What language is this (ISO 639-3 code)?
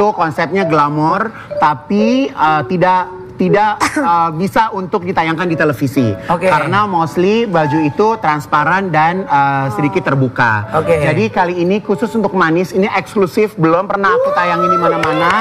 ind